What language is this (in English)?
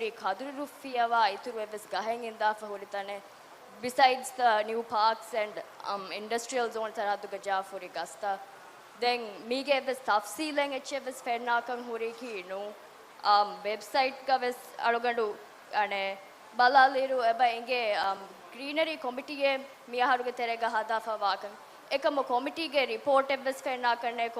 Divehi